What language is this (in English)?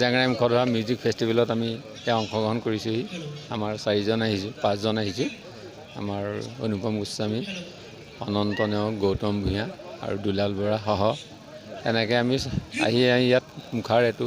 Assamese